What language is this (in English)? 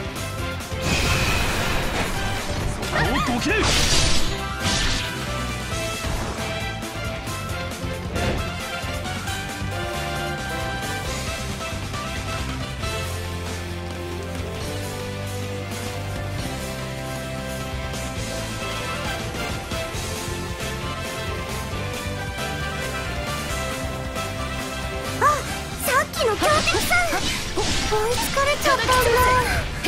Japanese